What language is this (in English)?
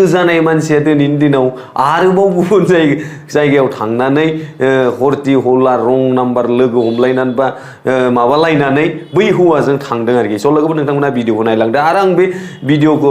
Bodo